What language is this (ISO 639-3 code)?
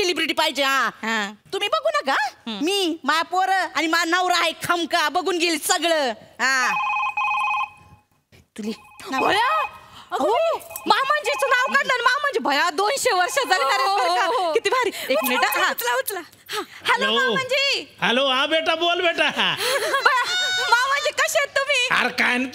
mar